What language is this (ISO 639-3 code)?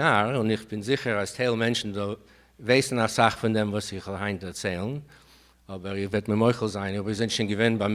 yid